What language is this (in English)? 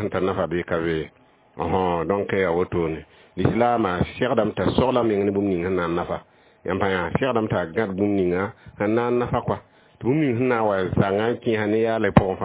Mossi